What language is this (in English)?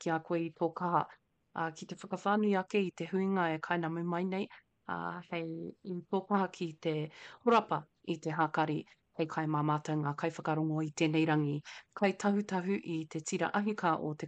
Māori